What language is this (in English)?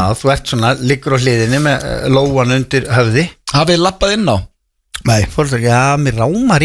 Icelandic